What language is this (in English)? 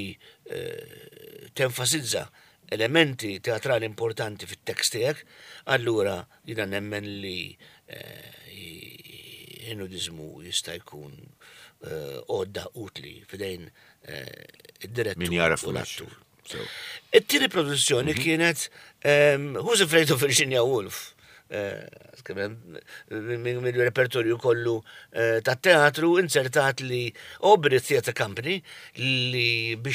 Maltese